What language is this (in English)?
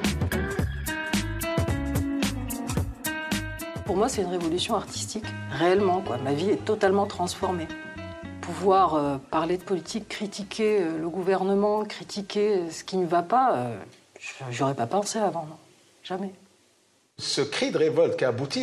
French